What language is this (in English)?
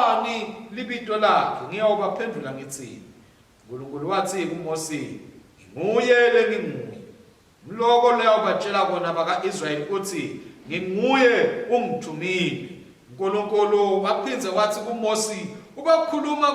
Swati